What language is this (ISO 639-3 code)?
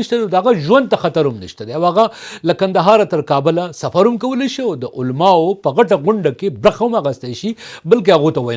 pus